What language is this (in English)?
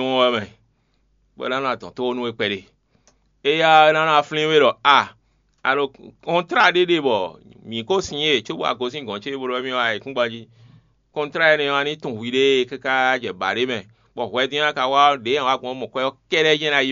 Fon